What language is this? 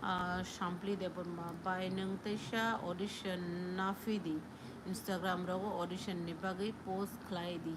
Kok Borok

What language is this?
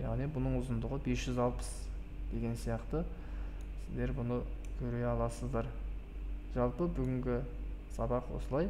Kazakh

